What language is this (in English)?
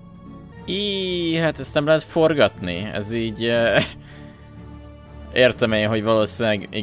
Hungarian